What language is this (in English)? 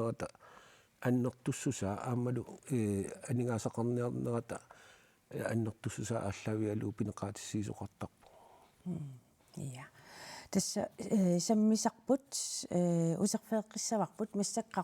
Kalaallisut